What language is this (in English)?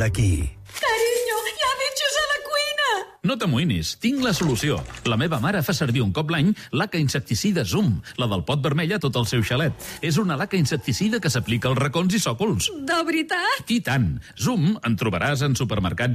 Catalan